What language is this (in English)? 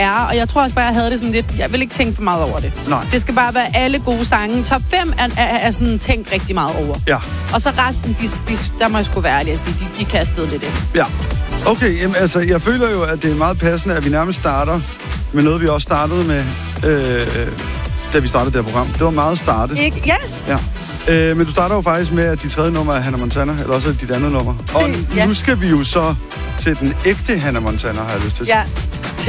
Danish